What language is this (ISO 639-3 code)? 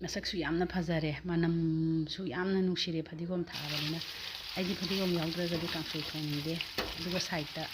mni